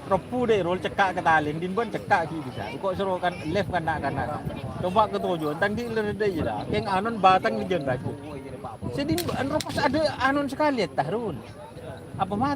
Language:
Madurese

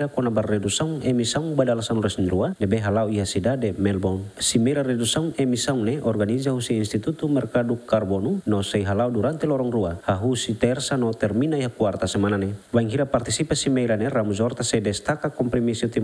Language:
Tetum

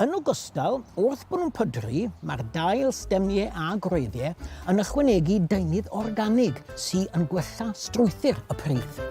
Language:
Welsh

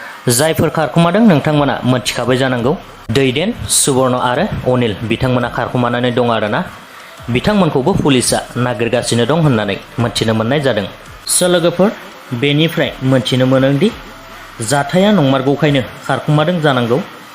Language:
Bodo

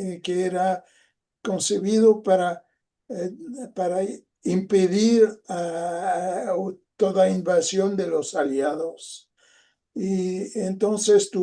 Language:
Ladino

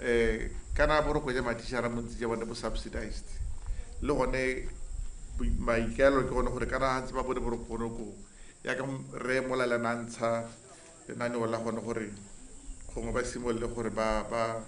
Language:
Tswana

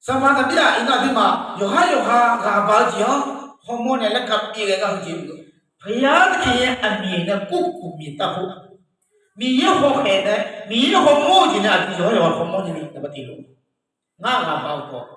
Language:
Akha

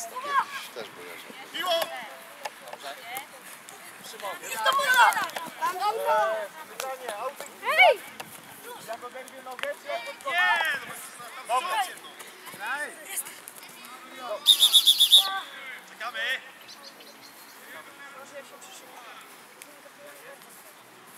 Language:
Polish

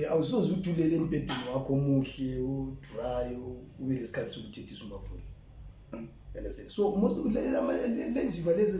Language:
Zulu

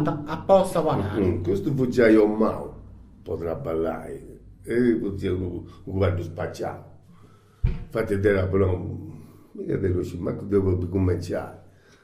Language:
Sardinian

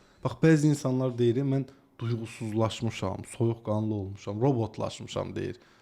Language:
Azerbaijani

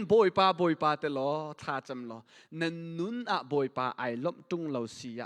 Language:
Hakha Chin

